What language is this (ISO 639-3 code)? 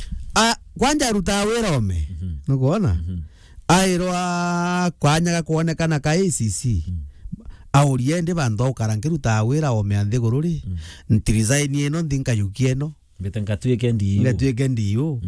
mer